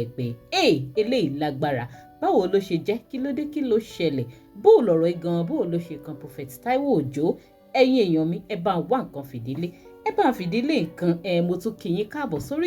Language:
Yoruba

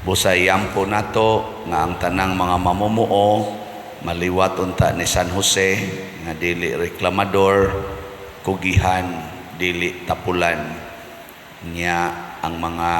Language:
Cebuano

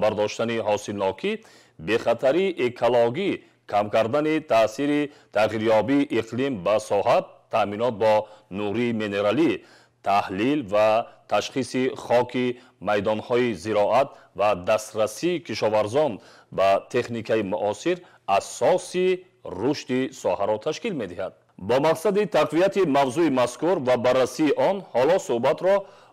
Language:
Tajik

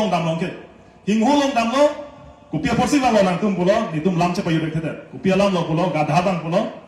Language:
Karbi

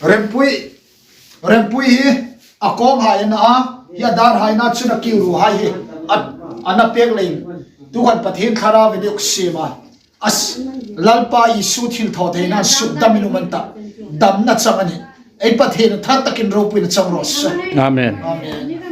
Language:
Hmar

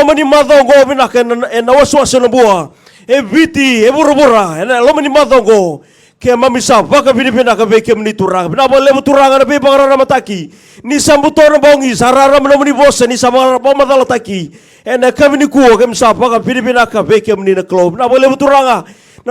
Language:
Fijian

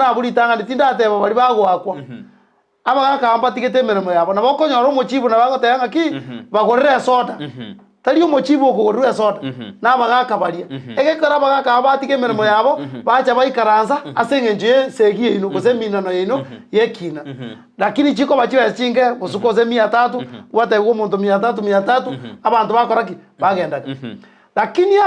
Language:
Gusii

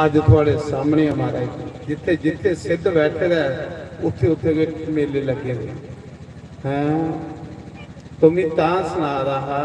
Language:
Dogri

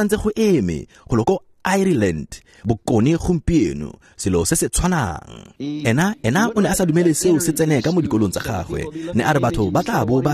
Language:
Tswana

